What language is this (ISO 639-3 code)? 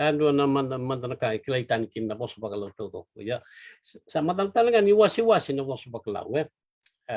fij